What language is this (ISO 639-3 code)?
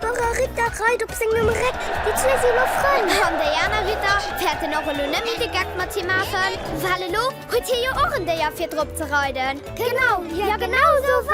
ltz